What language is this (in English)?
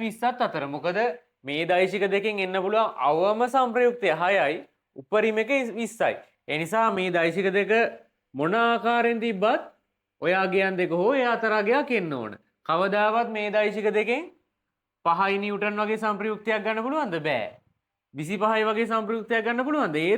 Sinhala